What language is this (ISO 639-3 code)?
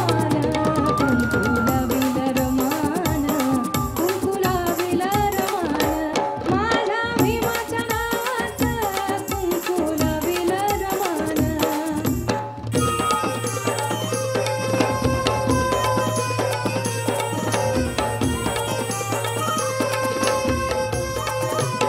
mar